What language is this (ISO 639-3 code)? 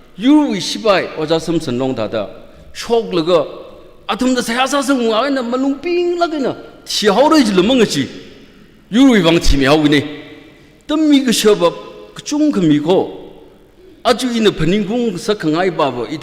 nmf